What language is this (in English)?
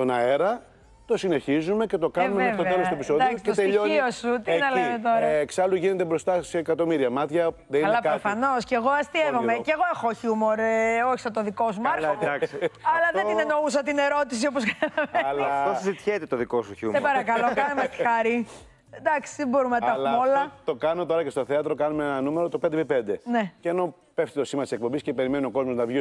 Greek